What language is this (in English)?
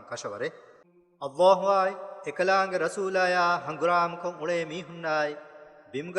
Divehi